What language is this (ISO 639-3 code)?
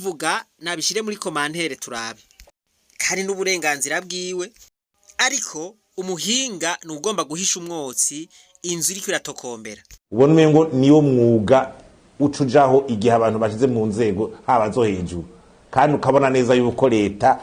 run